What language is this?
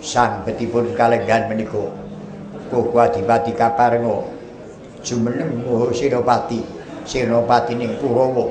Javanese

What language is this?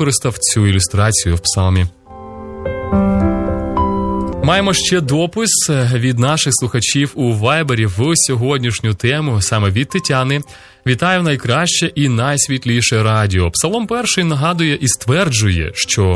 Ukrainian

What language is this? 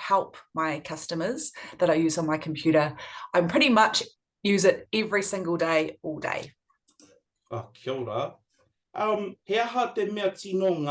Māori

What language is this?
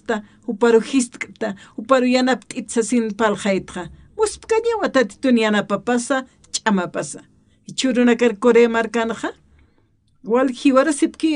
Aymara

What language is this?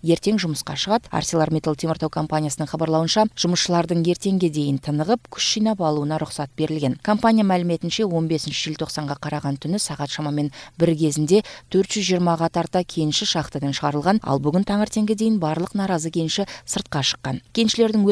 Kyrgyz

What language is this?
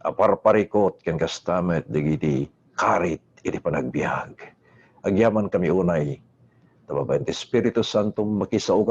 Iloko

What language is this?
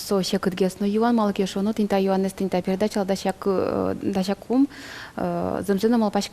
Udmurt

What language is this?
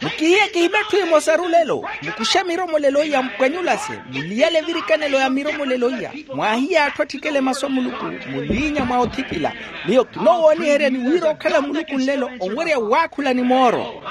Makhuwa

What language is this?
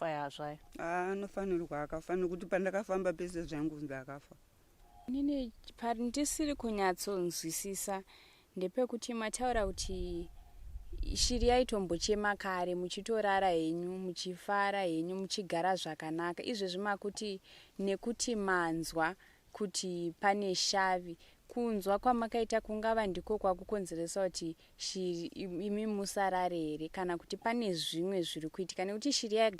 Shona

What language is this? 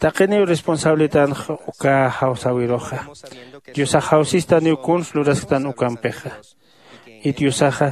Aymara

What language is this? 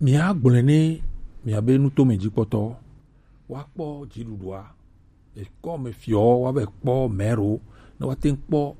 Gen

